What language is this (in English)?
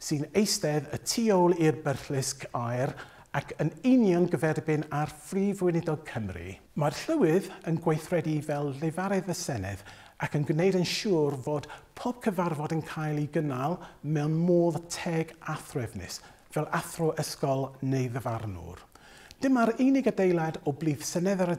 Welsh